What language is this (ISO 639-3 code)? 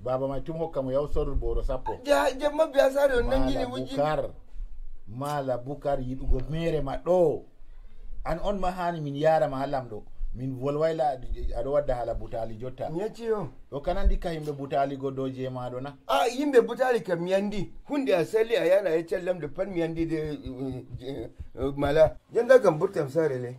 ful